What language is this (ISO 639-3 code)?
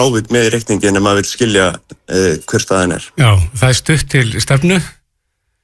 isl